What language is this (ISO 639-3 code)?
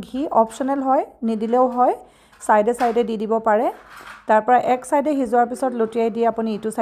asm